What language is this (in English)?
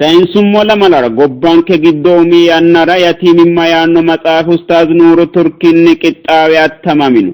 Sidamo